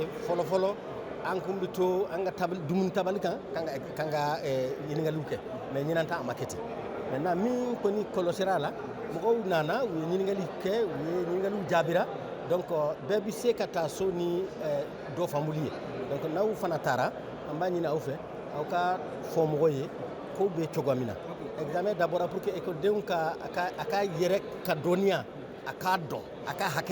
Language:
Bambara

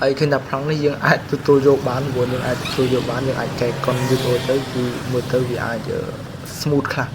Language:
Khmer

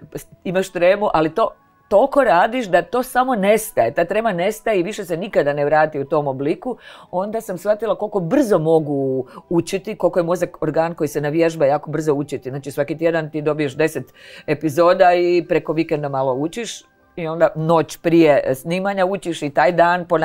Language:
Croatian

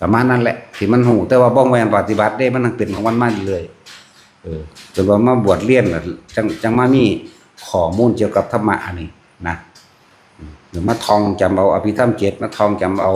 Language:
Northeastern Thai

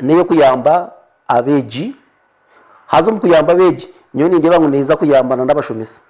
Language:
Nyankole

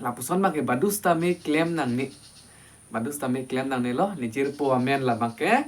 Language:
Karbi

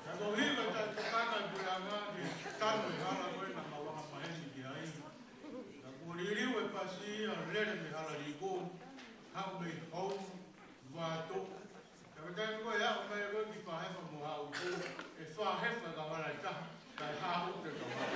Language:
Tongan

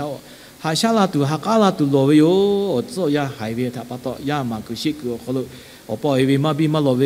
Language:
Lahu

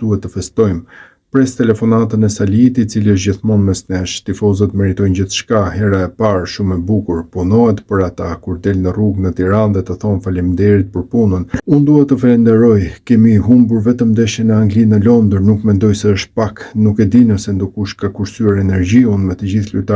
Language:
Albanian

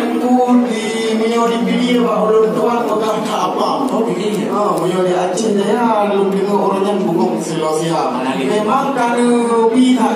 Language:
Achinese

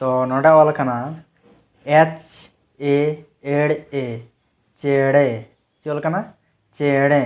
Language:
Santali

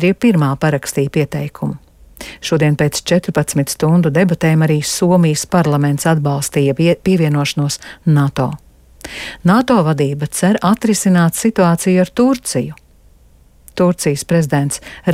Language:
Latvian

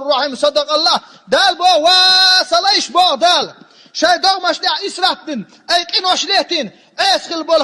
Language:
Chechen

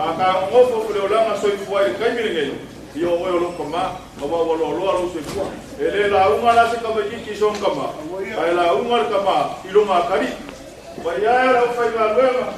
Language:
Samoan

